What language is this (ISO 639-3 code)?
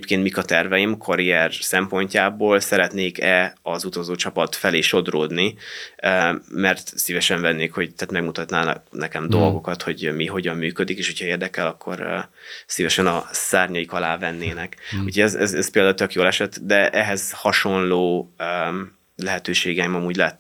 hun